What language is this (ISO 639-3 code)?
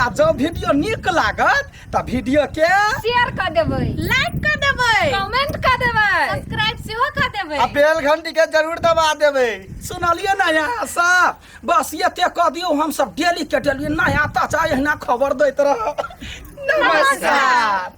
mai